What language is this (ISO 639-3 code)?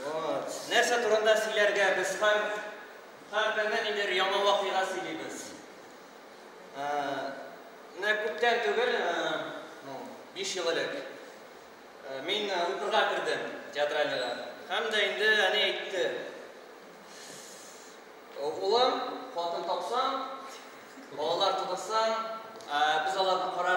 tat